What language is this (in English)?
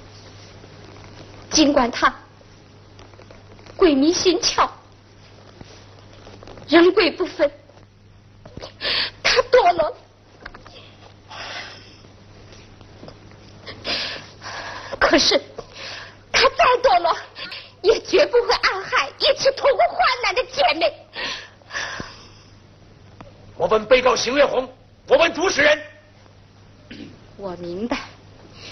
Chinese